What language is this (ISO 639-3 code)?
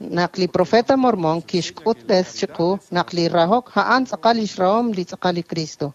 kek